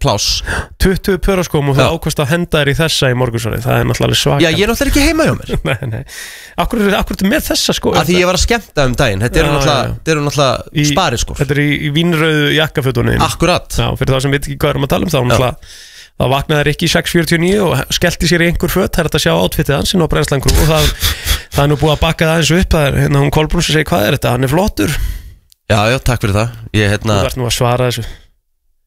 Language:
Icelandic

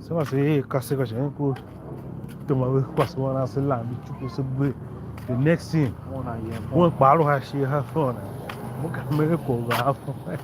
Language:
Tiv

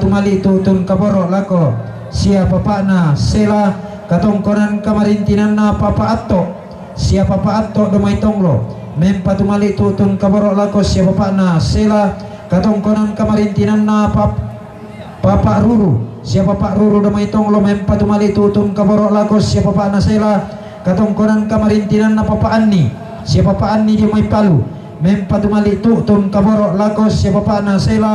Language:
Toraja-Sa'dan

